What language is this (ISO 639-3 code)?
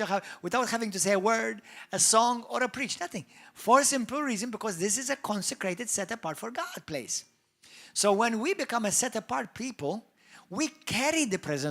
eng